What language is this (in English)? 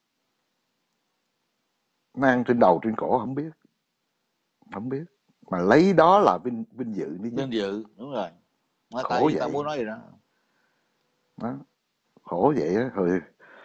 Vietnamese